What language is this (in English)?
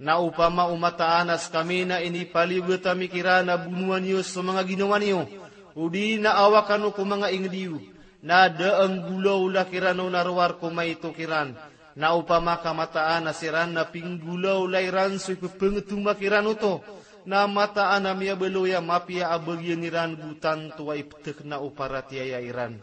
Maranao